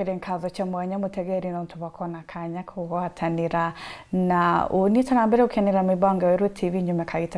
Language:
Meru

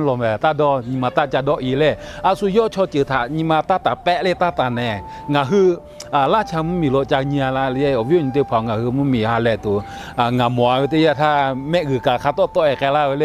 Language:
Lahu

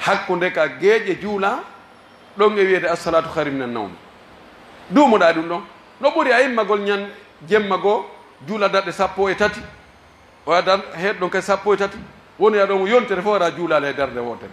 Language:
Pular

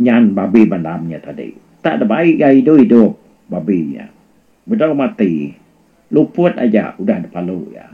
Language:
Iban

